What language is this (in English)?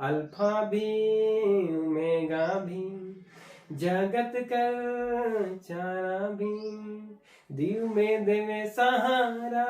Sadri